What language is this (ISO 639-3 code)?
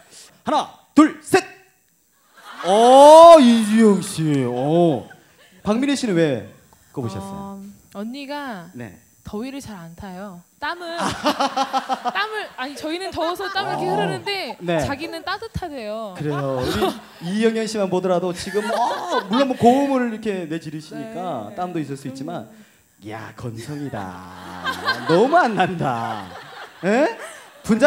kor